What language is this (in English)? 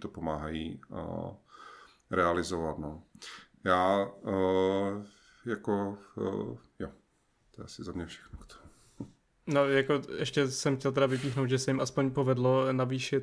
Czech